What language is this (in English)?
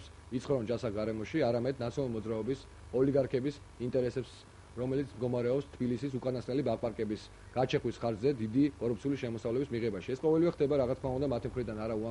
Georgian